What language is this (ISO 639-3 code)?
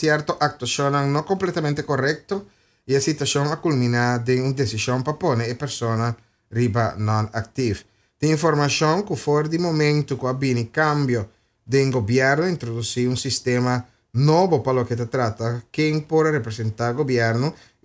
pap